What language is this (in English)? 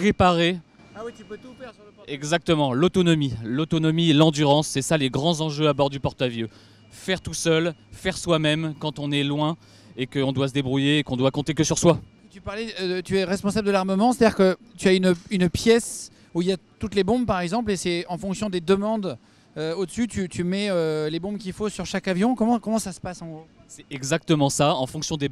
French